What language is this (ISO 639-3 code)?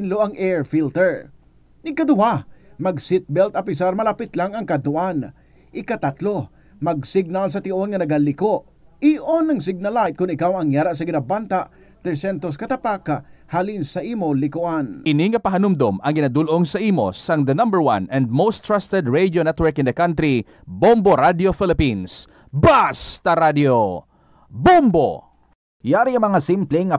hil